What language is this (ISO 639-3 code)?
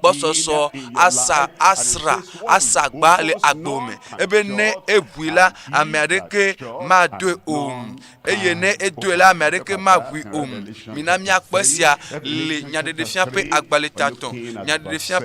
ewe